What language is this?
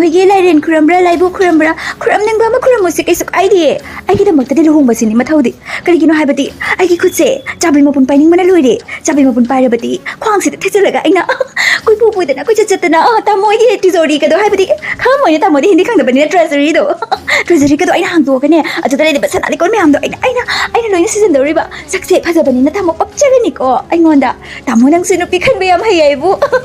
Manipuri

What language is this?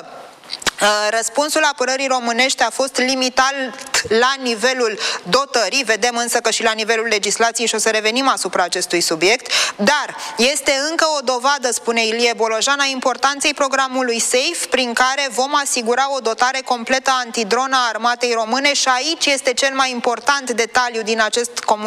Romanian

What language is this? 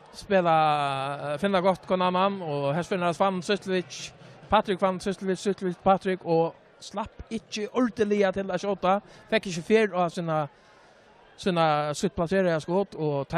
Faroese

